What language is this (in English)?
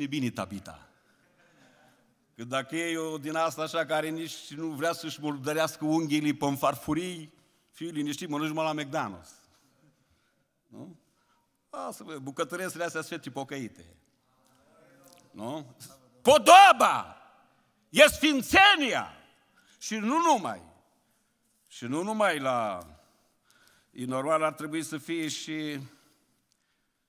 Romanian